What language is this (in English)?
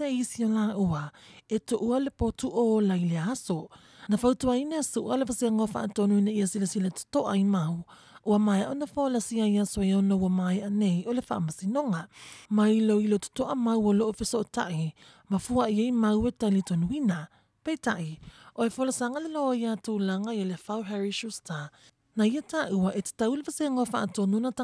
Samoan